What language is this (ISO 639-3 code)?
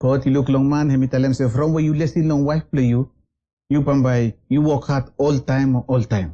bis